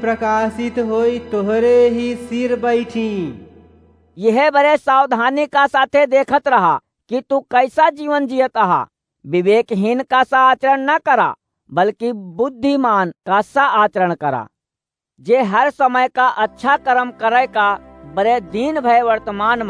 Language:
Awadhi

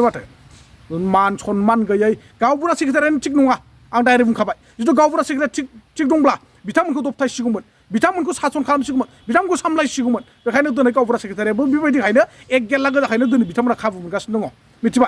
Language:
Bodo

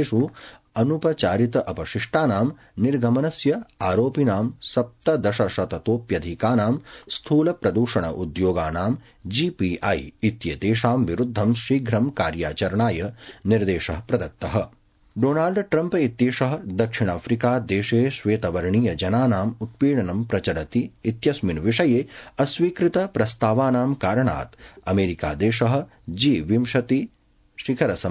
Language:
Sanskrit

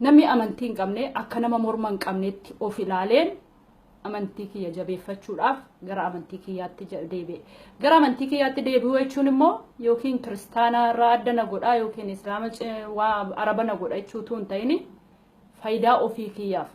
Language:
Oromo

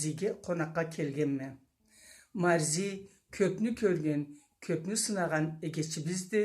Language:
Karachay-Balkar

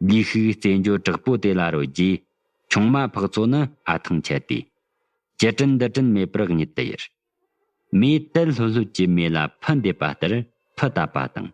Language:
Tibetan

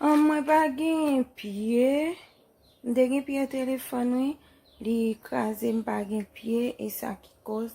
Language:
Haitian Creole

